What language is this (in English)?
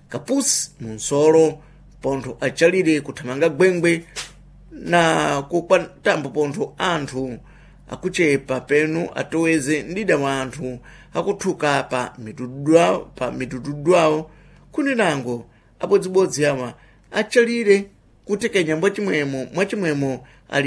Sena